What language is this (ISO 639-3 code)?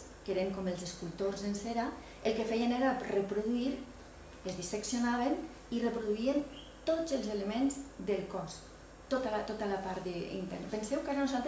cat